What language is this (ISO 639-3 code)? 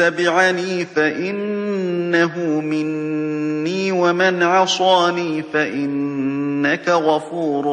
glg